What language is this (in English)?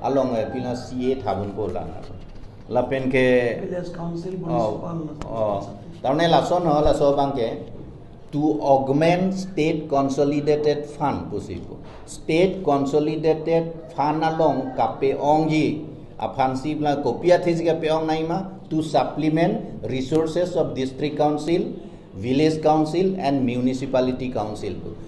Karbi